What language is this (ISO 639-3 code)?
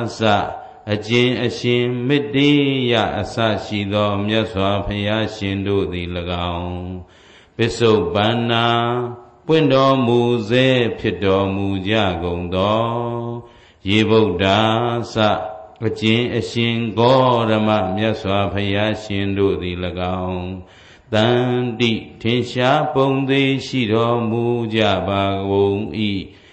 mya